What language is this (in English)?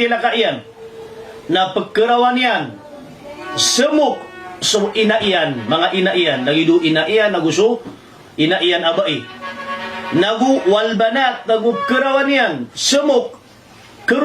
Maranao